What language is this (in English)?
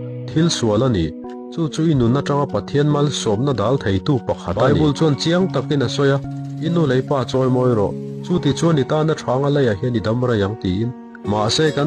Mizo